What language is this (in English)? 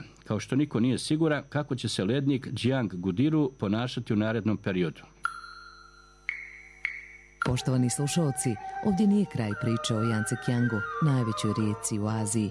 Serbian